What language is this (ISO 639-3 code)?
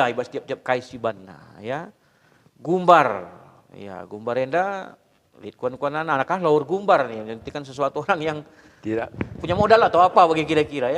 btx